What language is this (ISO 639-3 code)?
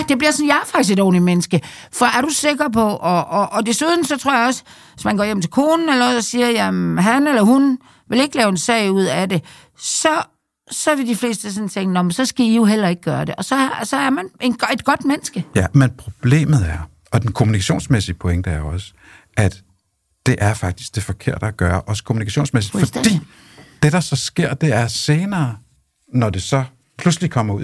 dan